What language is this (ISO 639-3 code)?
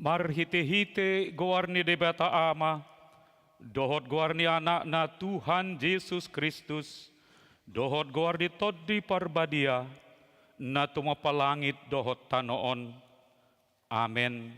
bbc